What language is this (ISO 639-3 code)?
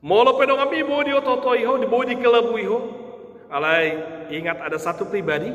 bbc